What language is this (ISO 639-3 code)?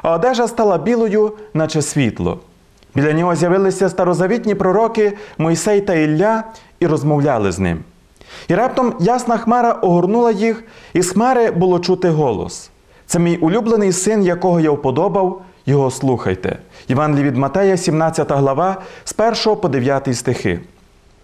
ukr